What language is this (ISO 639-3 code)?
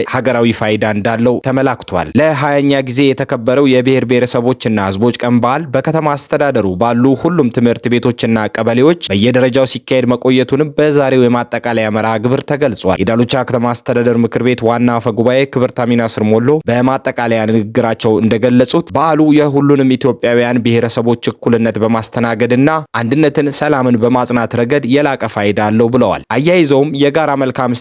amh